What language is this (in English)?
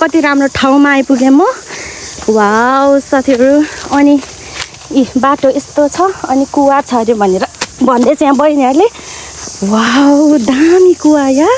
Nepali